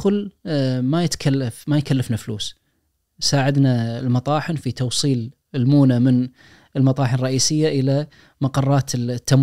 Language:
Najdi Arabic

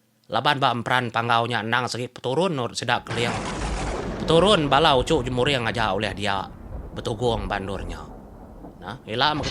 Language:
Iban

